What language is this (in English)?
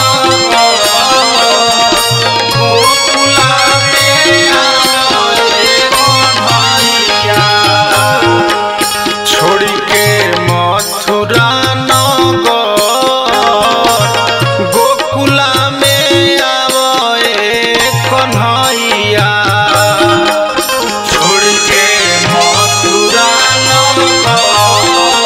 Bhojpuri